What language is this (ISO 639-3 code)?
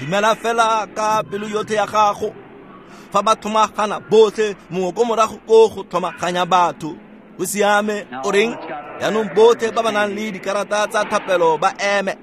tsn